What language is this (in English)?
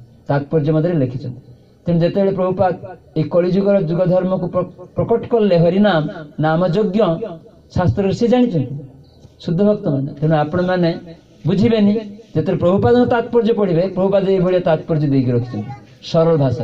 Odia